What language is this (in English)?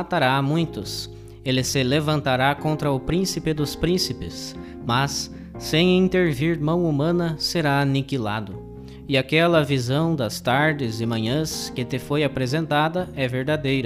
Portuguese